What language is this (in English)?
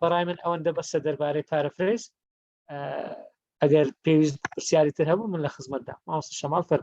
Central Kurdish